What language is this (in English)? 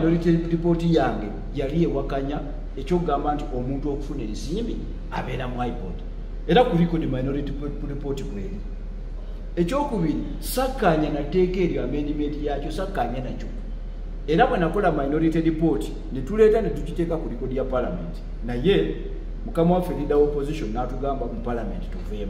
Ganda